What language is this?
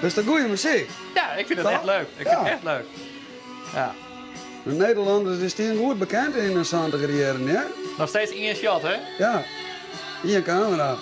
Western Frisian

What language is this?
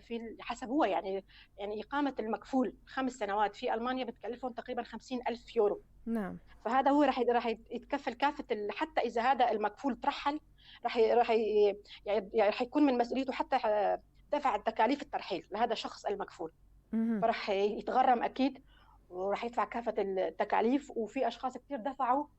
North Levantine Arabic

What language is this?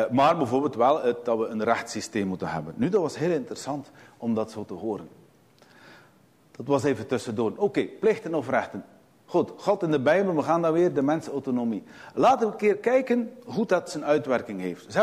Dutch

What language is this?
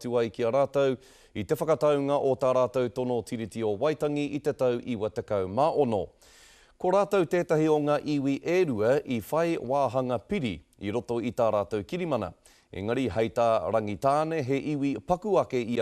Māori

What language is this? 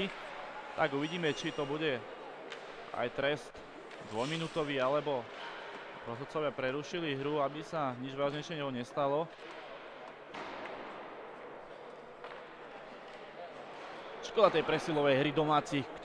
Slovak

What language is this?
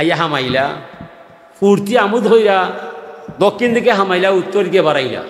Sylheti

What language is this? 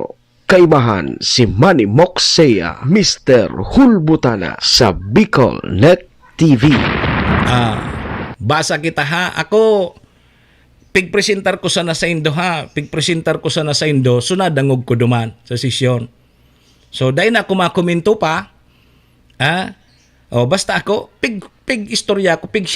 Bikol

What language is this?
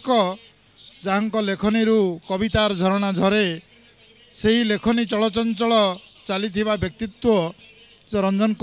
Odia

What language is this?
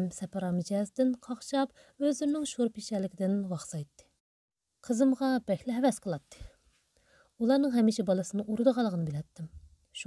Uyghur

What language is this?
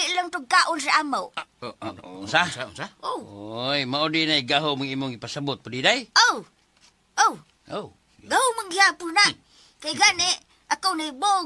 Cebuano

